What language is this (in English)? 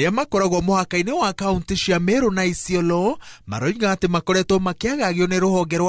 Kikuyu